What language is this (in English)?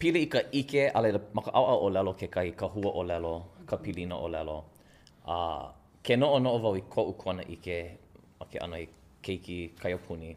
Hawaiian